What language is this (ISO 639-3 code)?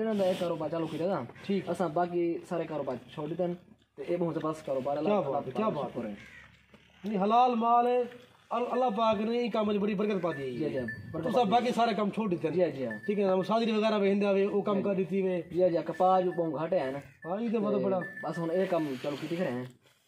skr